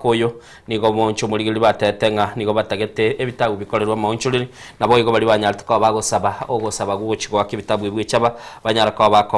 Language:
Gusii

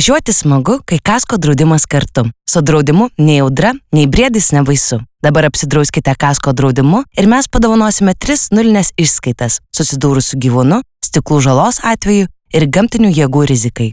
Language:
Lithuanian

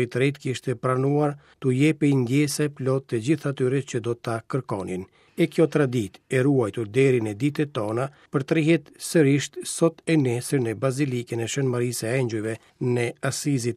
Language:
Albanian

